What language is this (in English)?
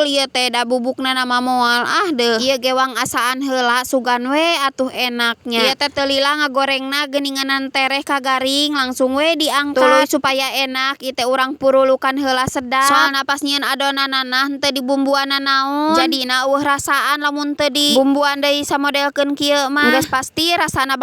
Sundanese